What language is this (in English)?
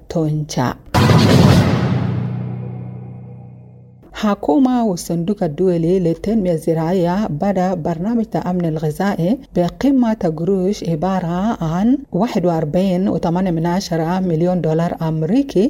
Arabic